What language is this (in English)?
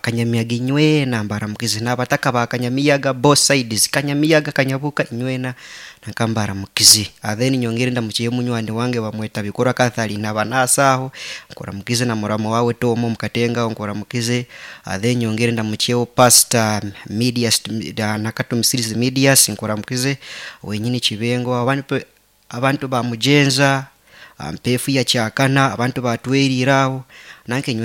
Nyankole